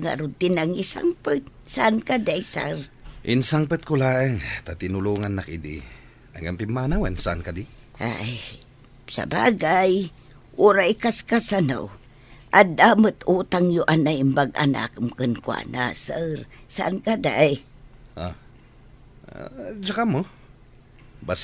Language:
Iloko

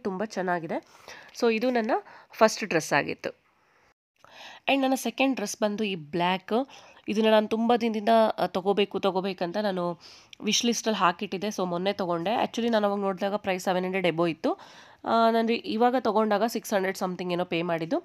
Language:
Kannada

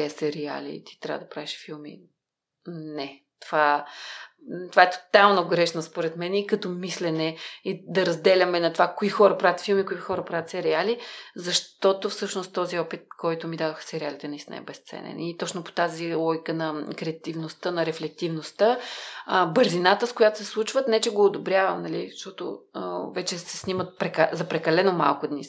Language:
Bulgarian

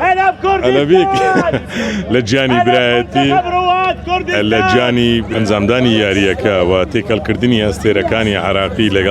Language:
Central Kurdish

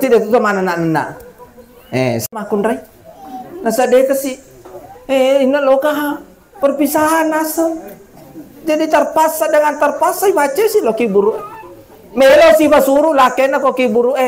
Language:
Buginese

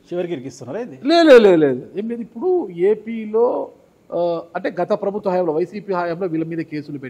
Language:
Telugu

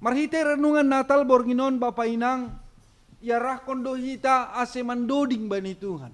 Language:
Batak Simalungun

